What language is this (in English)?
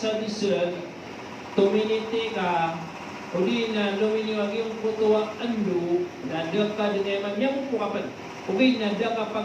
Maranao